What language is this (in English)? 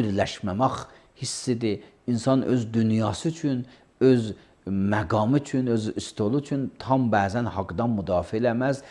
Azerbaijani